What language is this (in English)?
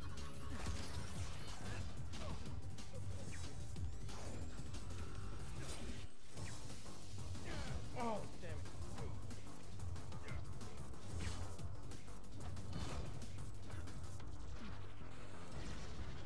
English